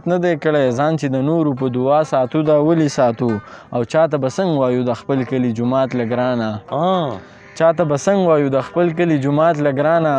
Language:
Pashto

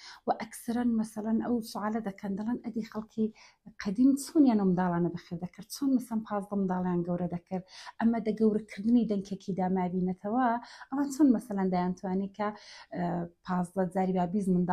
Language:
Central Kurdish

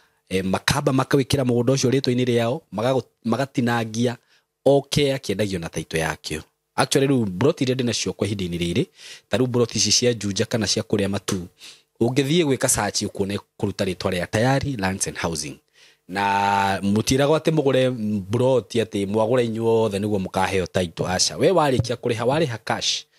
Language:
Kikuyu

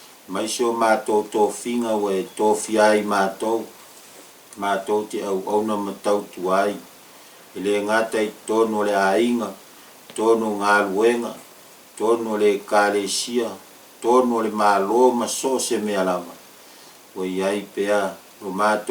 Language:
Samoan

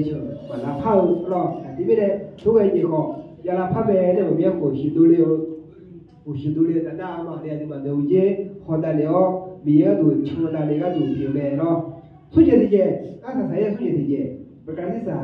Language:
Akha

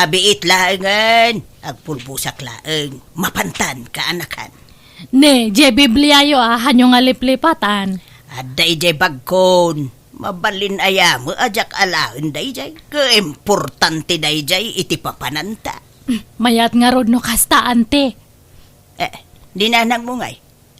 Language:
Iloko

